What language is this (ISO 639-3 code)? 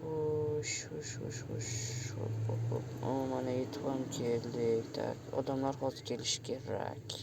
uzb